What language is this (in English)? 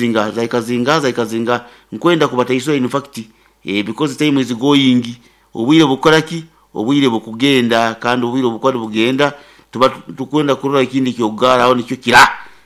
Nyoro